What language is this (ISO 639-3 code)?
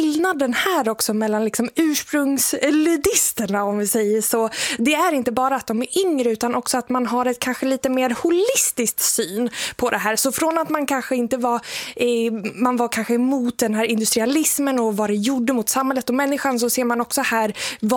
swe